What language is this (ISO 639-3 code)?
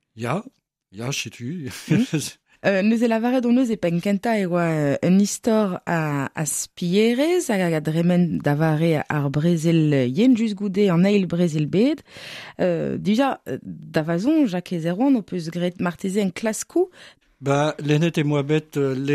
bre